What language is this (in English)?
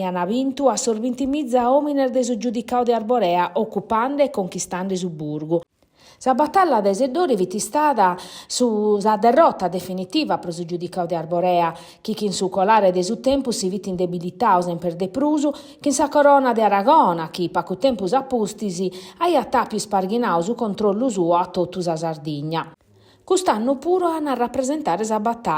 Sardinian